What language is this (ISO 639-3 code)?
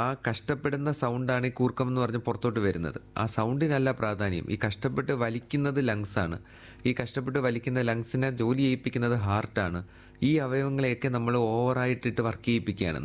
mal